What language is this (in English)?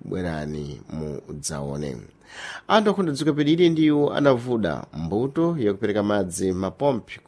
Sena